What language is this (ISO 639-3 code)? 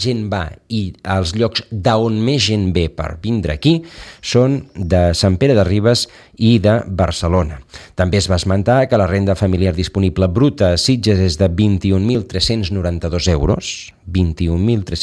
cat